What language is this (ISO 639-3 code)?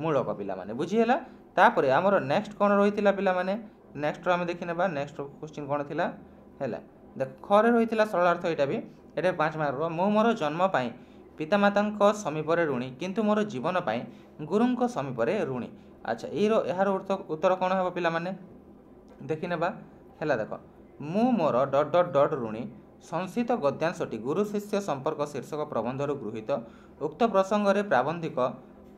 ori